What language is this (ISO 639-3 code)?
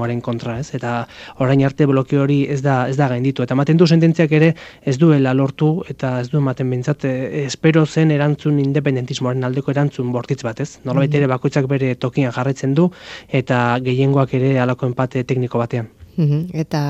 eus